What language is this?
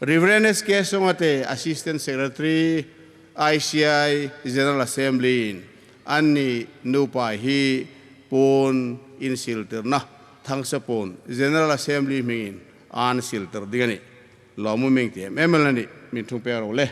Hmar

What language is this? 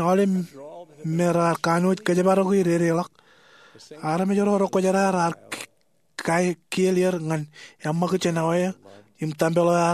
Marshallese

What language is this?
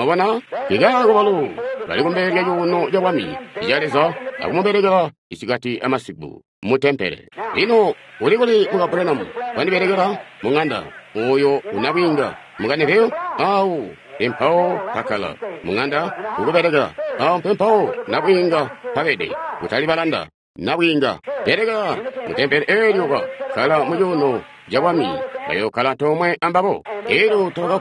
Tonga (Zambia)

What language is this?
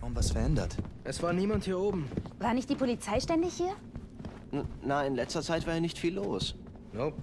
Bavarian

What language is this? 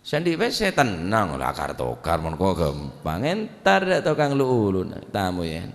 Madurese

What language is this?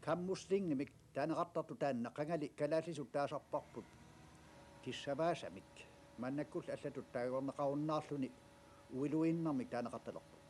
Kalaallisut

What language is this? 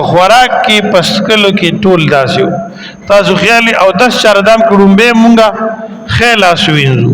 Pashto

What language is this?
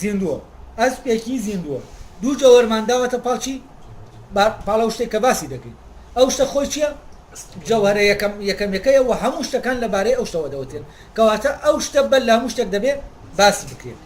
Central Kurdish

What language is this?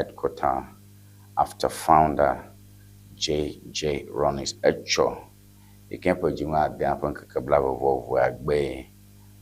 Ewe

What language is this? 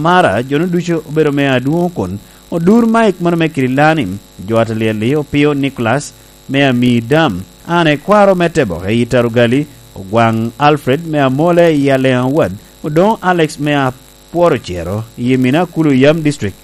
Lango (Uganda)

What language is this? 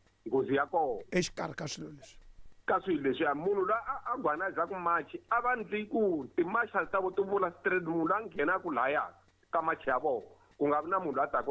Tsonga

